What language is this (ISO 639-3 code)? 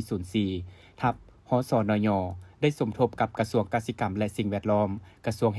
lao